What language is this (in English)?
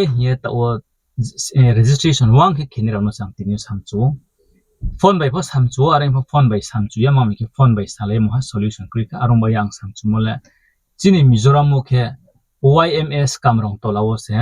Riang (India)